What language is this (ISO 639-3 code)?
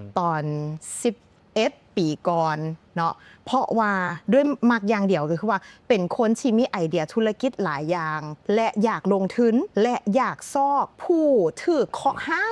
lao